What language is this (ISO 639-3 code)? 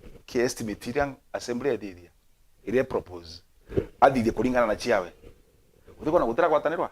mer